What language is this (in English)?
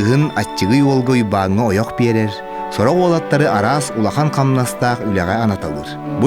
Yakut